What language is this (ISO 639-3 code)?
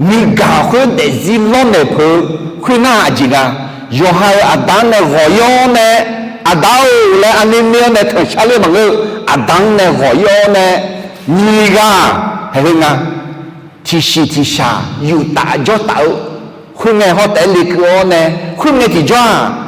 ahk